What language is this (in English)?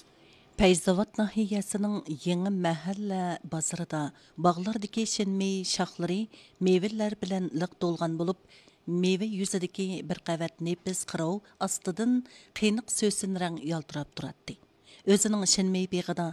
Uyghur